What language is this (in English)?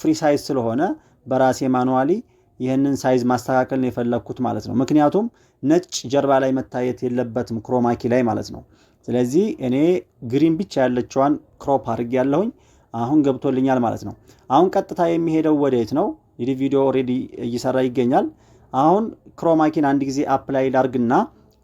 Amharic